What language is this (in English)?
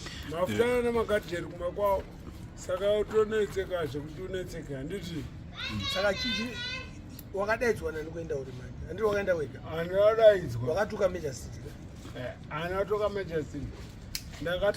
Shona